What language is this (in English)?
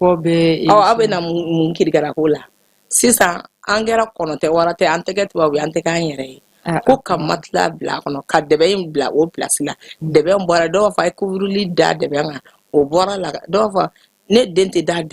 Bambara